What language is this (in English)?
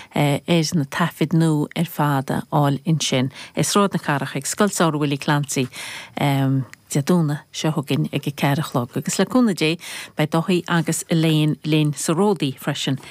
Irish